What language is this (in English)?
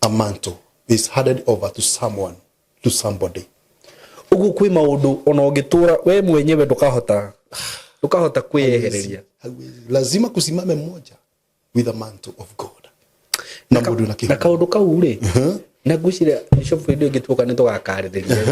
Kikuyu